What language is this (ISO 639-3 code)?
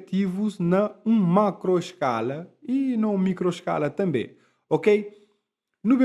kea